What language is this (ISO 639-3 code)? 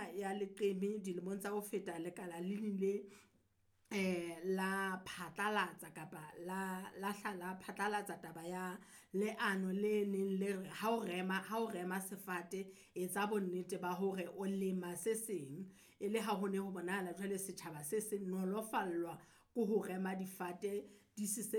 sot